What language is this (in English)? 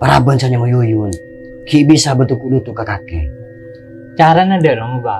Madurese